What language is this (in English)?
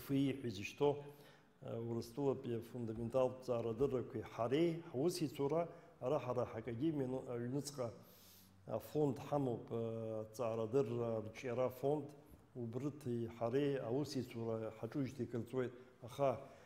Abkhazian